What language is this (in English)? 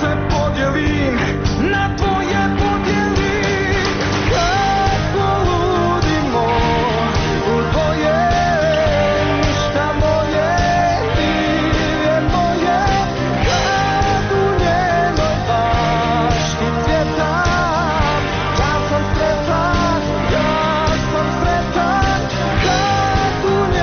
Bosnian